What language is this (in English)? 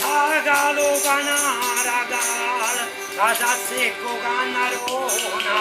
Neapolitan